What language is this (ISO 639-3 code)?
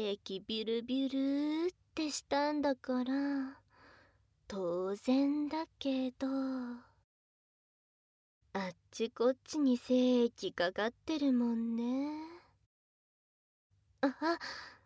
jpn